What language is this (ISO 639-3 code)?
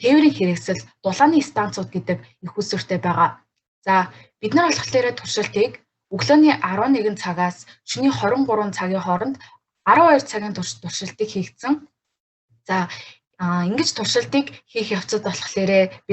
mon